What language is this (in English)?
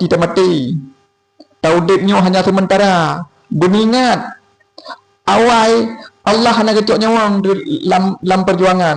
Achinese